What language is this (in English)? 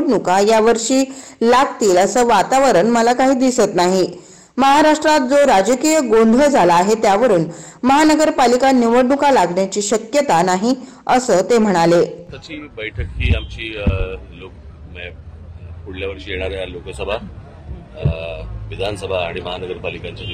Marathi